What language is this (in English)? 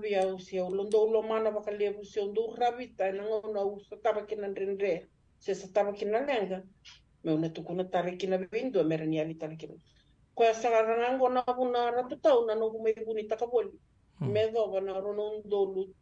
Fijian